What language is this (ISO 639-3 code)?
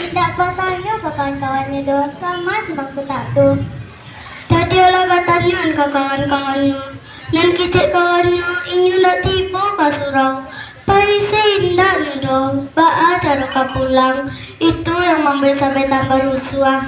min